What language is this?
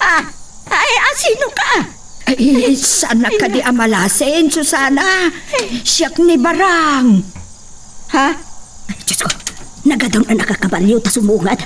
Iloko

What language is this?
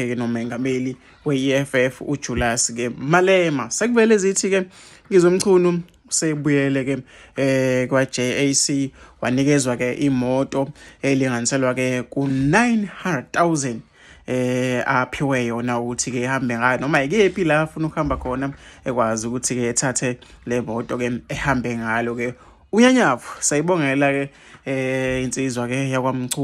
Zulu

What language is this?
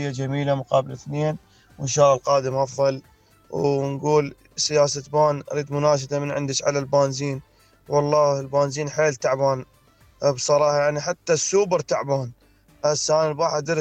Mesopotamian Arabic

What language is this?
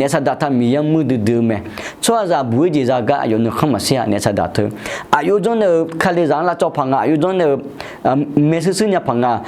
Akha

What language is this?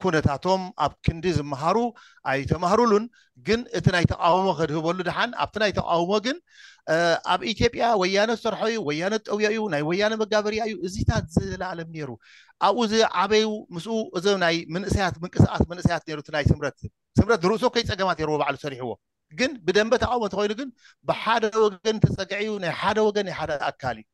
Tigrinya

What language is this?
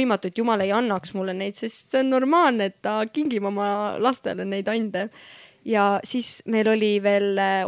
Estonian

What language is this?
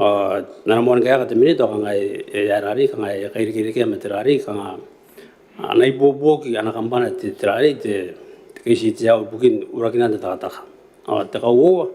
Gilbertese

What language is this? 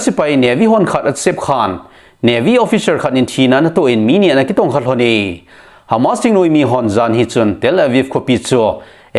Thado Chin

